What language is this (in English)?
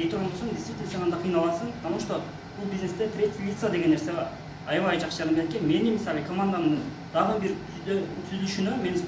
Kyrgyz